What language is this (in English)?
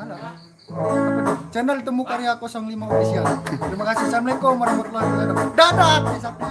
Sasak